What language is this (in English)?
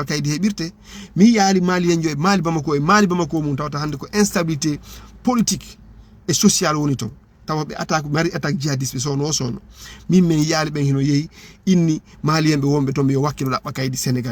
Fula